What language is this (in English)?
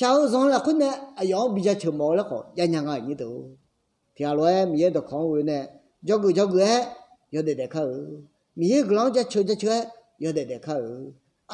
Akha